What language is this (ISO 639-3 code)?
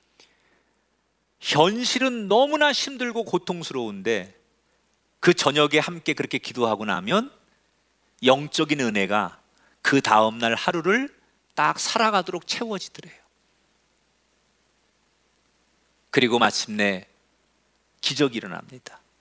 kor